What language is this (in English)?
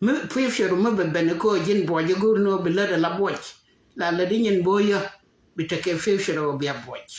Nuer